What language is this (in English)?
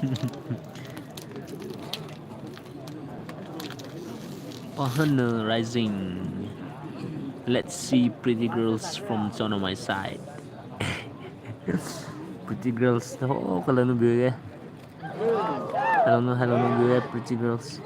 Poumei Naga